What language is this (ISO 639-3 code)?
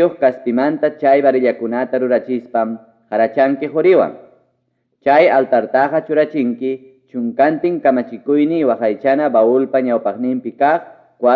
quy